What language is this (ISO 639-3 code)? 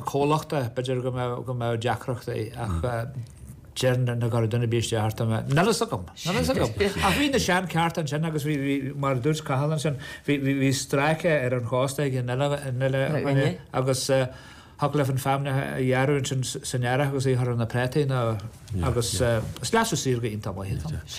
gle